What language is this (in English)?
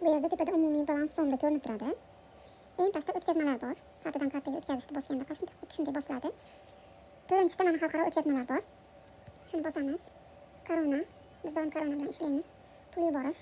Uzbek